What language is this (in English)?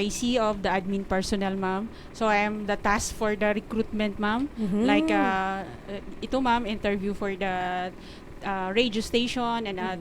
Hiligaynon